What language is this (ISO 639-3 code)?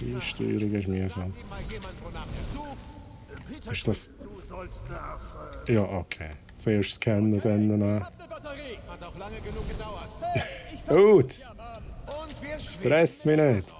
gsw